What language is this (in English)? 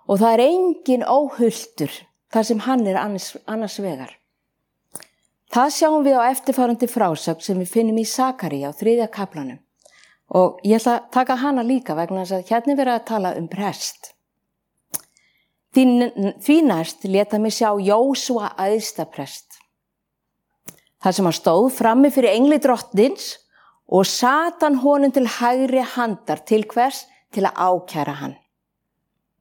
Icelandic